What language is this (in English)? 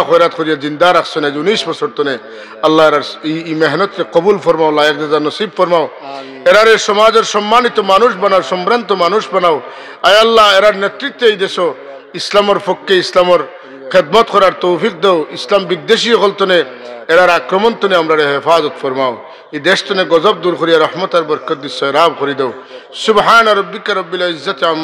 Sylheti